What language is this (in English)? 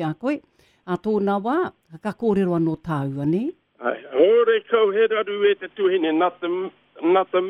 Māori